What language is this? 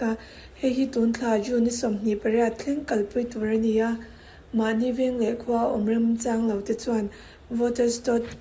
Mizo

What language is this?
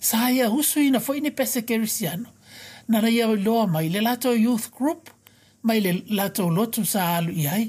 Samoan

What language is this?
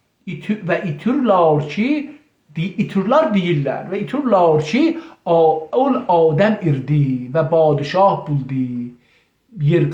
South Azerbaijani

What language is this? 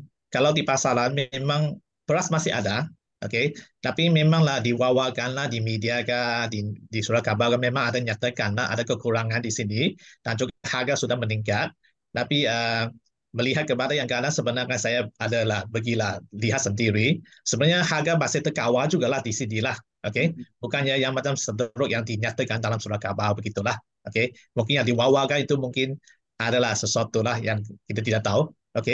Malay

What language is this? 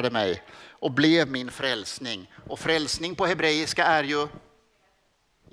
Swedish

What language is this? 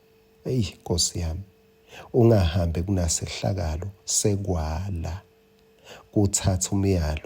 Swati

